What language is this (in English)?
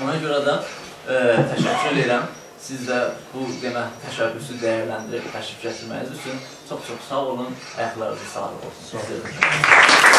South Azerbaijani